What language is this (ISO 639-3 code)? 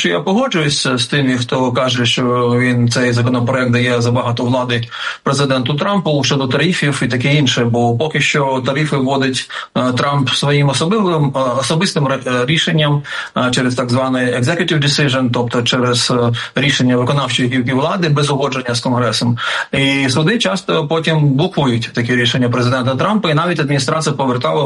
ukr